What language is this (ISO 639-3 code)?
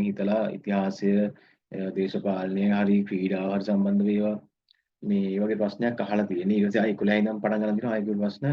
sin